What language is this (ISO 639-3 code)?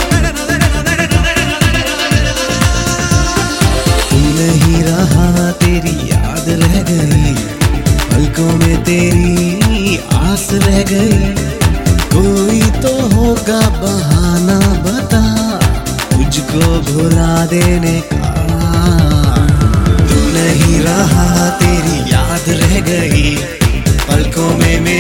hin